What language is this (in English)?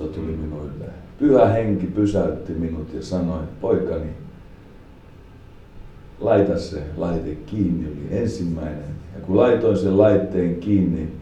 Finnish